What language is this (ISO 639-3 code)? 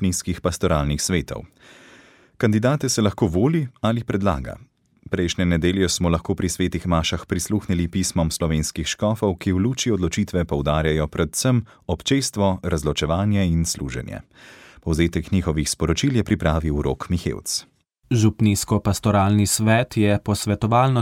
slv